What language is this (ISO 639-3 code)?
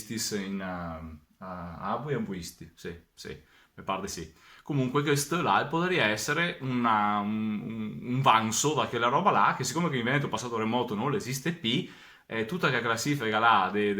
vec